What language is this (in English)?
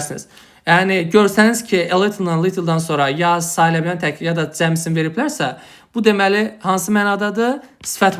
Azerbaijani